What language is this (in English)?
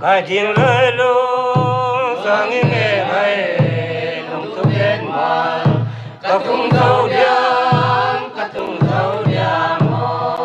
Paite Chin